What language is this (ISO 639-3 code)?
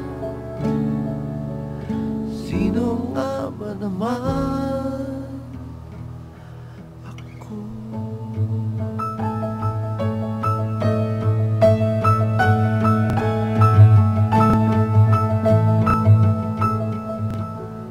fil